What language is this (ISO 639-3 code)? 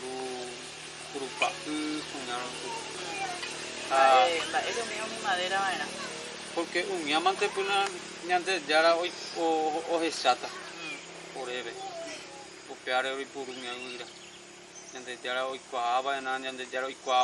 grn